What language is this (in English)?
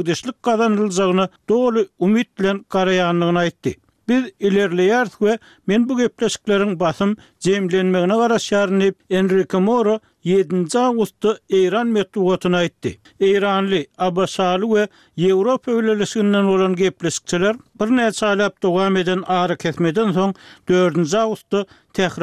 Turkmen